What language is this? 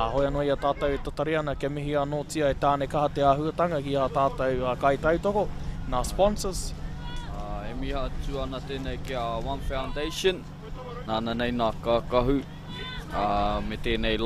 Māori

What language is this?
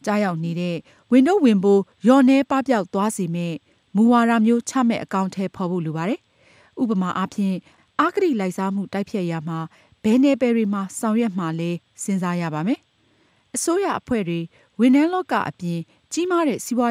Burmese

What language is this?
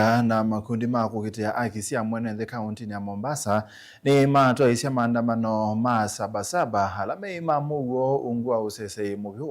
Kamba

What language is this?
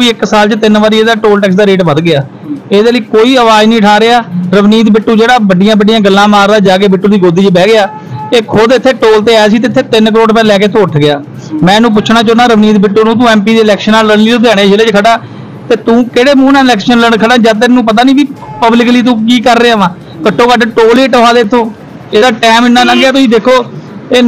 Punjabi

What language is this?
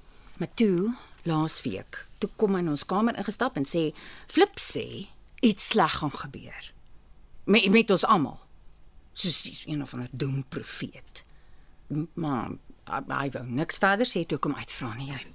Afrikaans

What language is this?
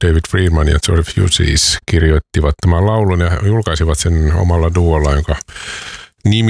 Finnish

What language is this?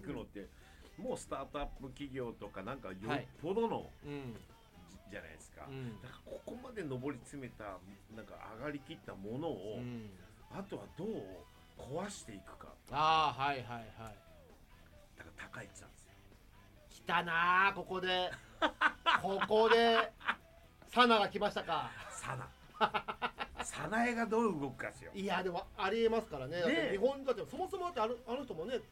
Japanese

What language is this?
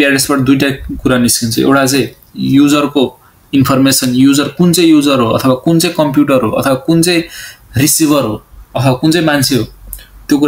Nepali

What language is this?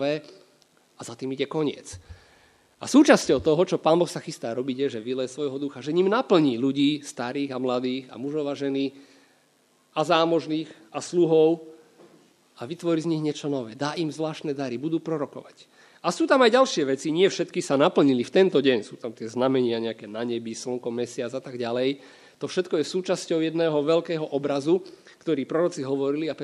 Slovak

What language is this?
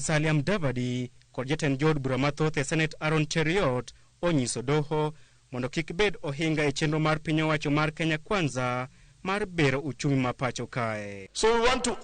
Luo (Kenya and Tanzania)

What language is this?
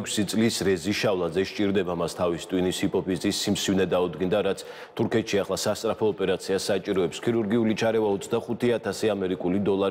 Georgian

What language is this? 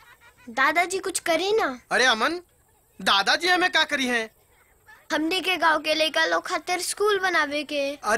Bhojpuri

